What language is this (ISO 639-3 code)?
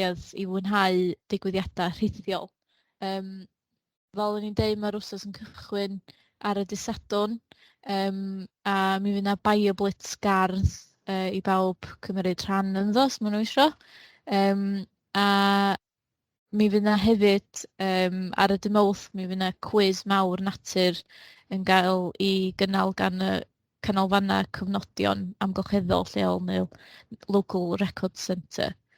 cym